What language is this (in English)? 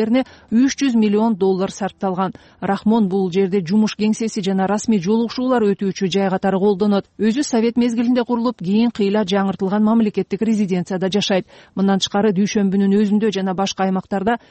Kyrgyz